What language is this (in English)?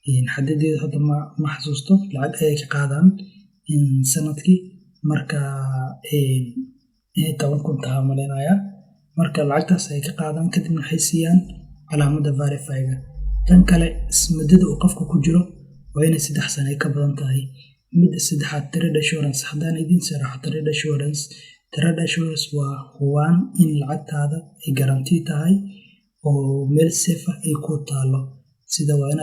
Somali